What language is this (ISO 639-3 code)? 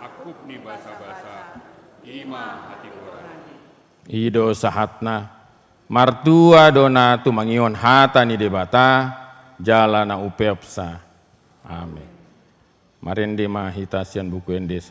bbc